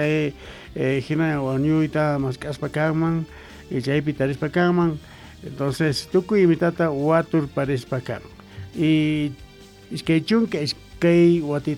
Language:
Quechua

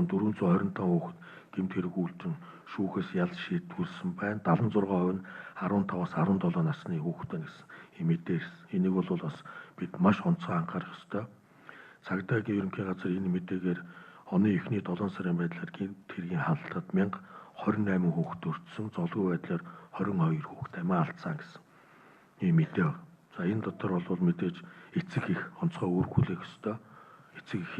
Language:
Mongolian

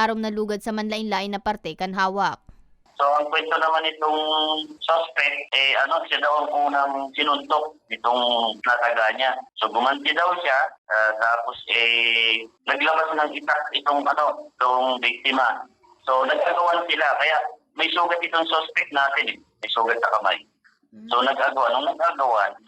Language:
Bikol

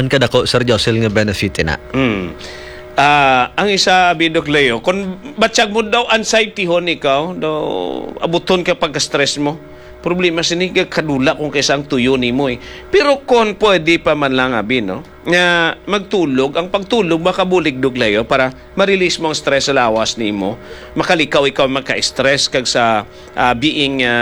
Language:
Hiligaynon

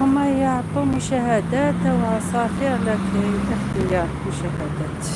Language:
Algerian Arabic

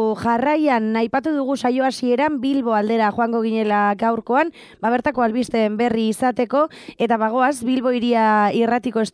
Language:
Basque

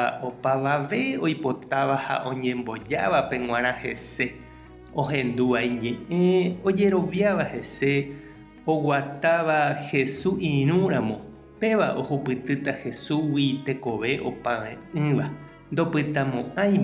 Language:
Guarani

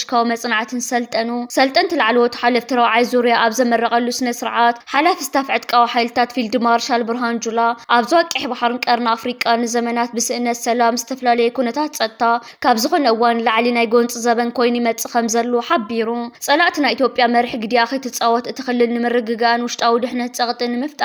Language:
Tigrinya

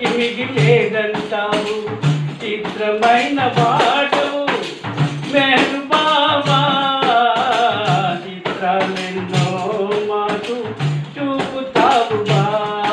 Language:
Telugu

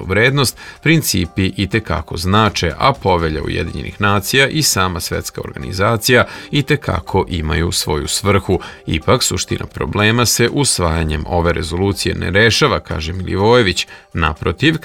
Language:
Serbian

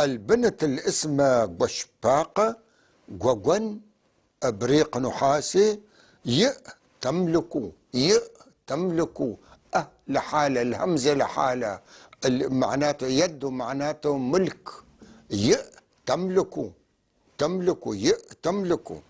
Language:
North Levantine Arabic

